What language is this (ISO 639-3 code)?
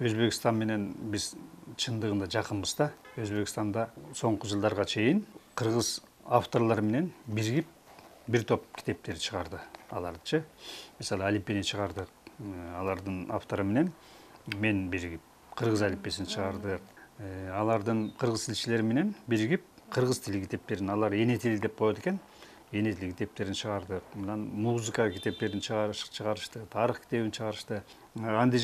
kir